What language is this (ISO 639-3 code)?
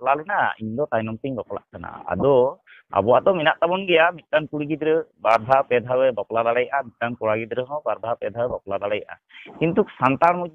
sat